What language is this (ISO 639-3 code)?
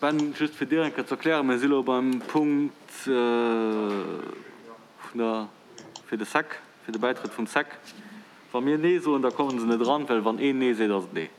ltz